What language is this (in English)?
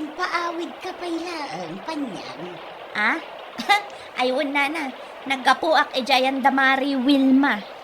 Iloko